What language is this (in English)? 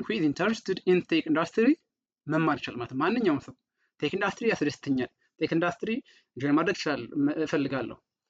Amharic